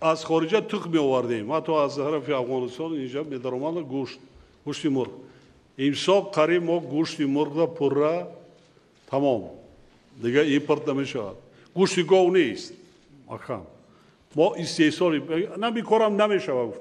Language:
Tajik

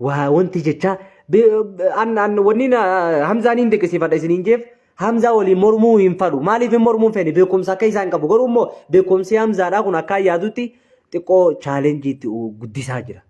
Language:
Oromo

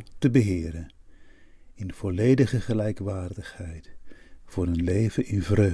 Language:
Dutch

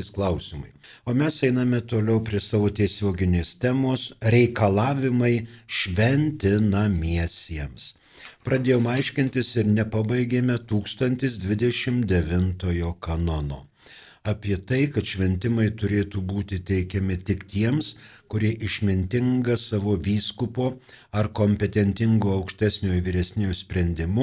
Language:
Lithuanian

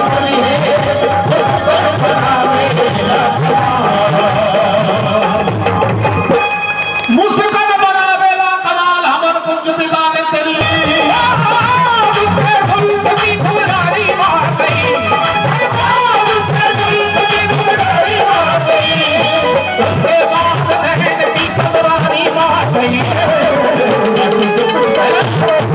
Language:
Bhojpuri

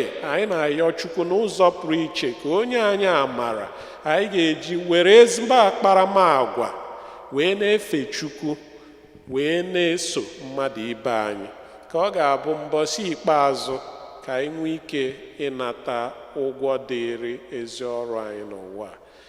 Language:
Igbo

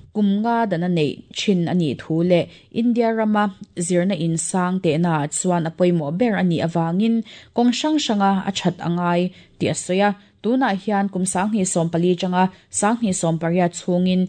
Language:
Mizo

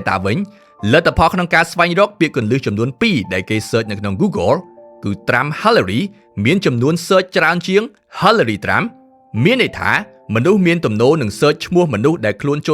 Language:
Khmer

